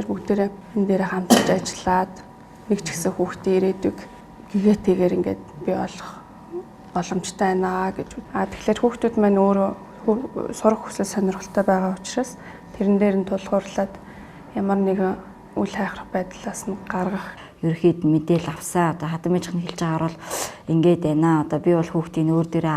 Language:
Mongolian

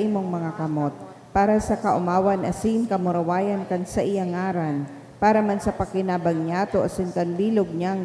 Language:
Bikol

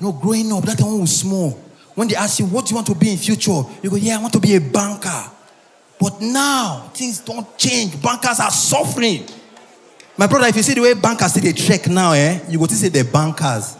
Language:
Nigerian Pidgin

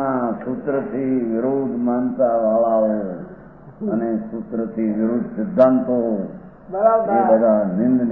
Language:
Gujarati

